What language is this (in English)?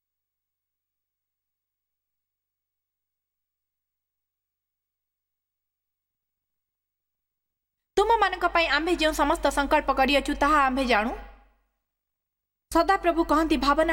Odia